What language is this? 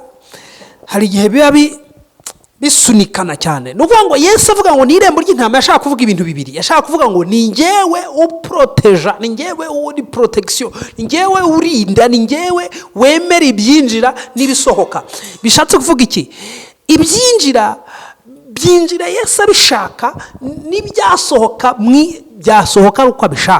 Kinyarwanda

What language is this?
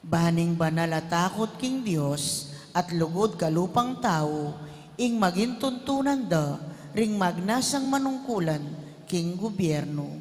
Pampanga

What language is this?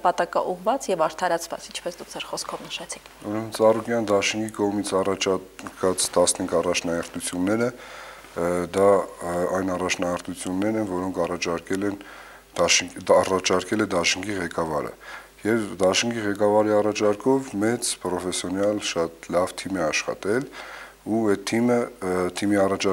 Armenian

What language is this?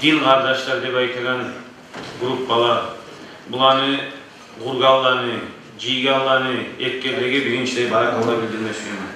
Kumyk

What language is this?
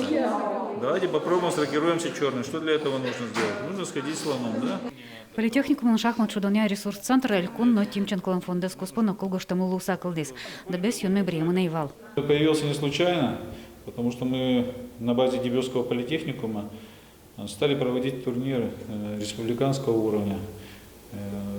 Udmurt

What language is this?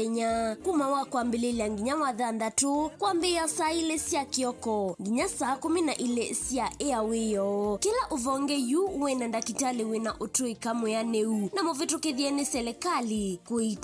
Kamba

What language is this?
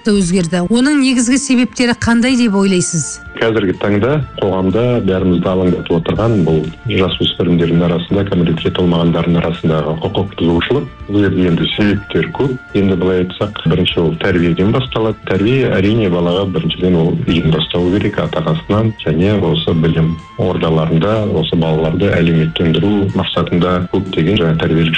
Kazakh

